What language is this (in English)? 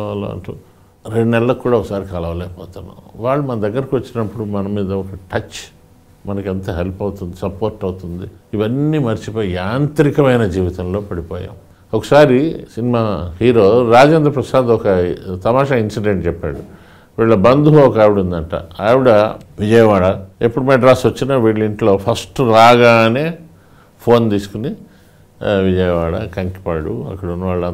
Telugu